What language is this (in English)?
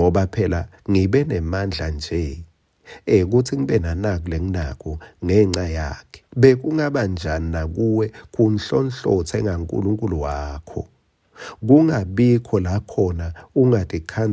Swati